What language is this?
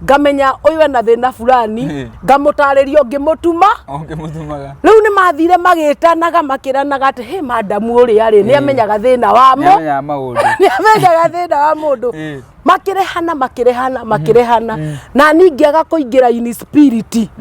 Kikuyu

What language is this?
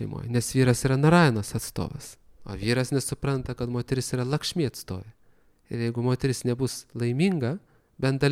Lithuanian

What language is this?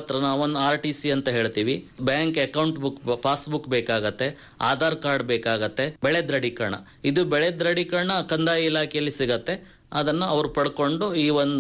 Kannada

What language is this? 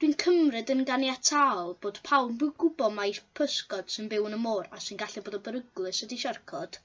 Welsh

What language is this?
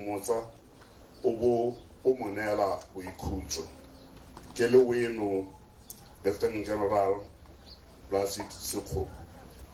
Tswana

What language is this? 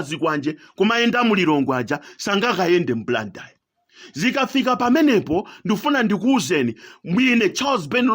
Nyanja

